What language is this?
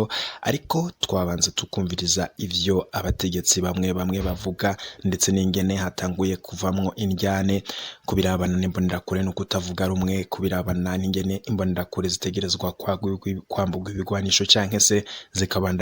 Rundi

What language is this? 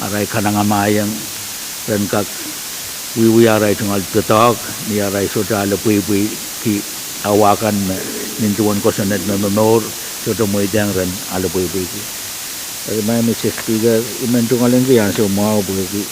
Pohnpeian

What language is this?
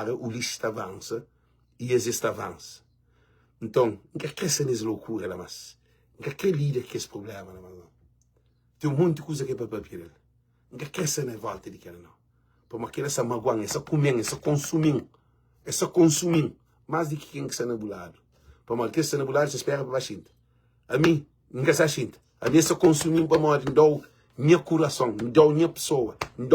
Kabuverdianu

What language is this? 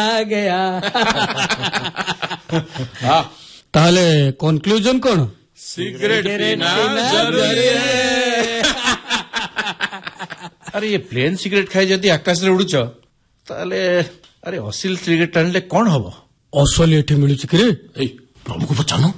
Odia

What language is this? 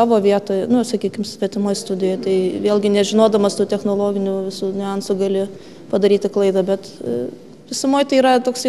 Lithuanian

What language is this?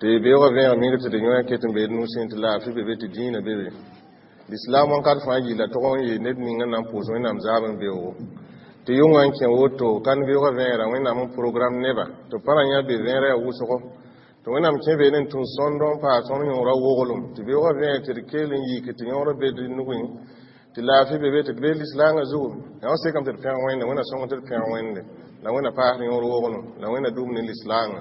Mossi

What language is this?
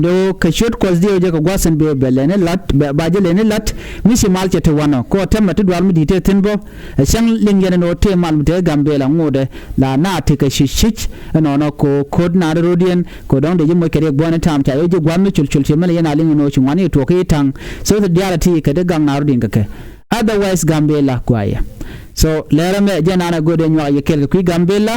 Nuer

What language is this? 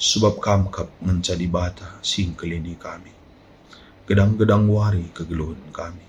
Batak Karo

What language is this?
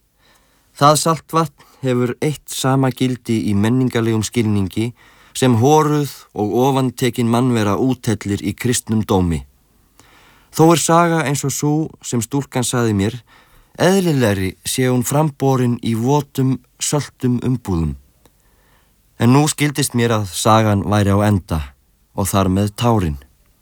Icelandic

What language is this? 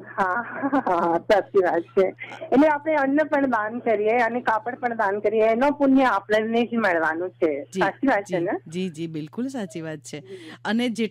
Gujarati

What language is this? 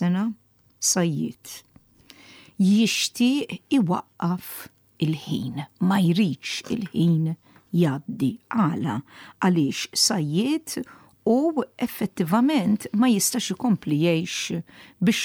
Maltese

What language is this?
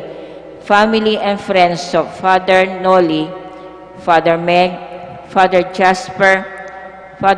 Pampanga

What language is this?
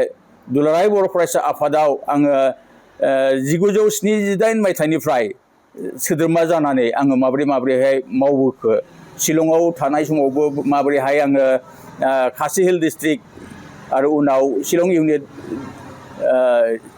Bodo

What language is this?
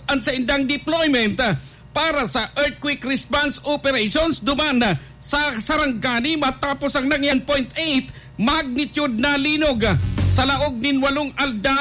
Bikol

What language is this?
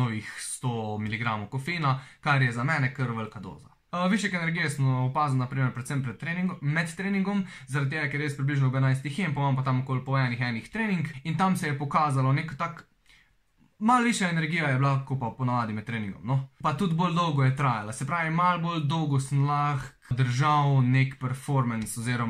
Slovenian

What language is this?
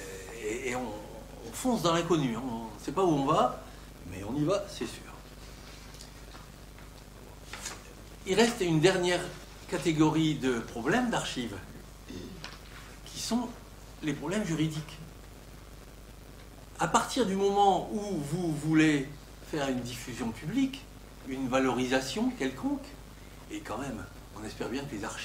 French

